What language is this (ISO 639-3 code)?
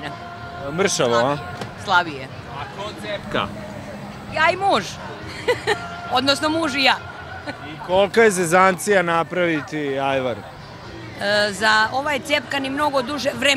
srp